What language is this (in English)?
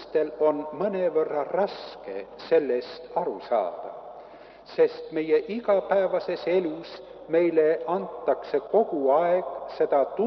Estonian